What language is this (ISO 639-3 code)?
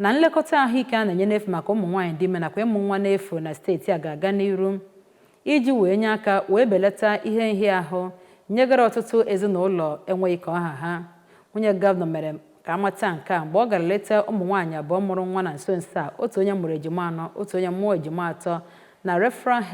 ibo